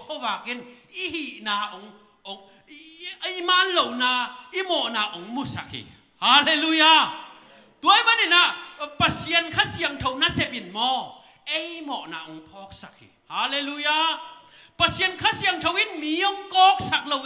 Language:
Tedim Chin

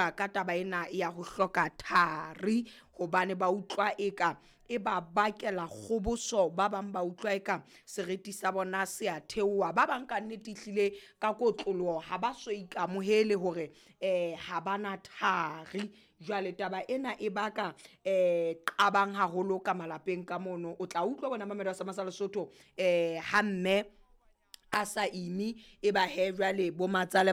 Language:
Southern Sotho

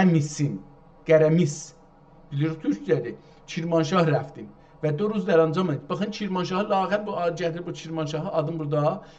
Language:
South Azerbaijani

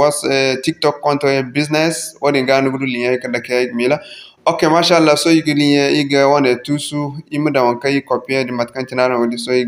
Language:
Zarma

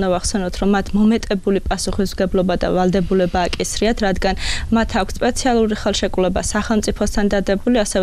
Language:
Georgian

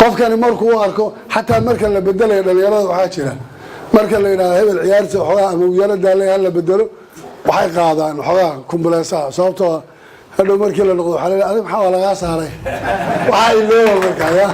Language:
Somali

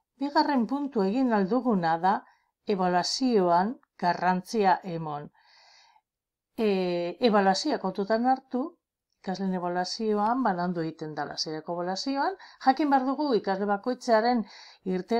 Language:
Basque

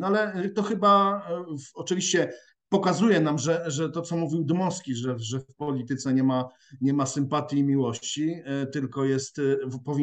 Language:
Polish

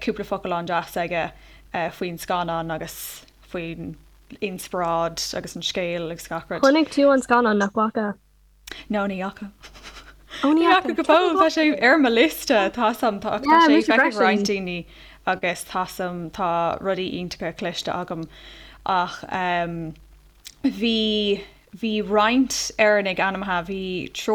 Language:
Irish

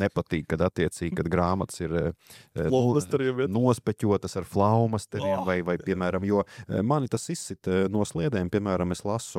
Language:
Latvian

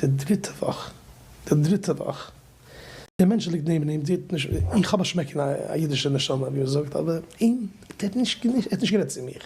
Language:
Yiddish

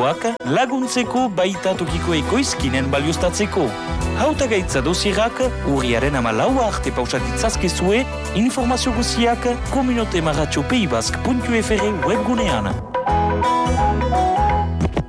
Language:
Basque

